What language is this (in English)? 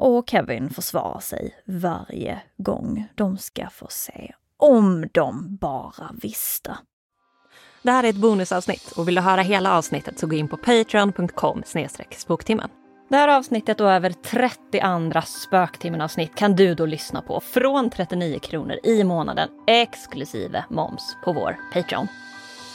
Swedish